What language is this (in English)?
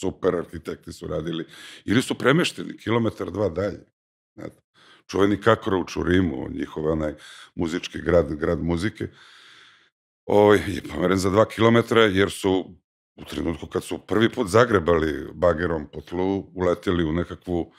Serbian